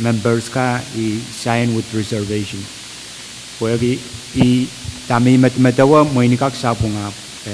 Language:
Pohnpeian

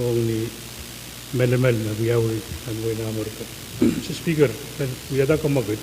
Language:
Pohnpeian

